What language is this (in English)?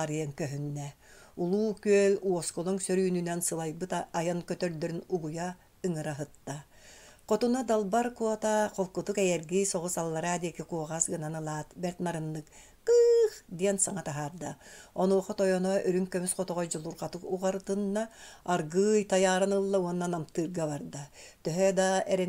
Yakut